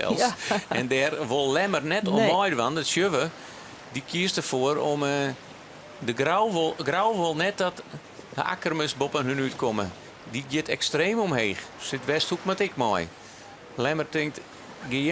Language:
Western Frisian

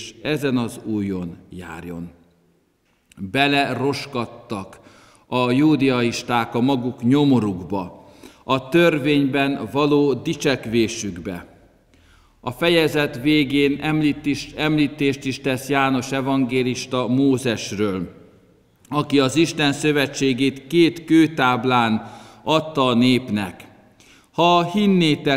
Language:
Hungarian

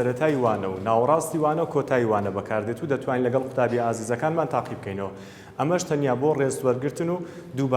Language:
Central Kurdish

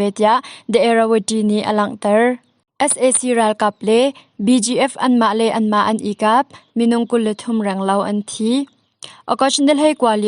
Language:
Hakha Chin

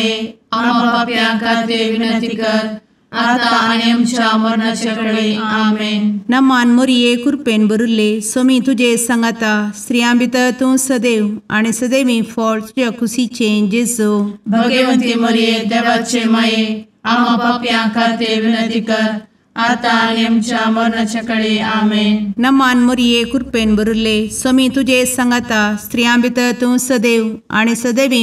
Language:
Konkani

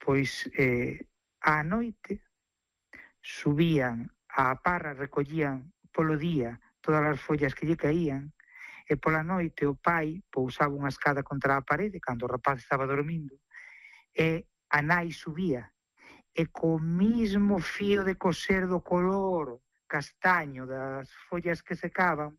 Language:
Galician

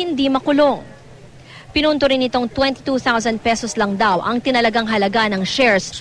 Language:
Filipino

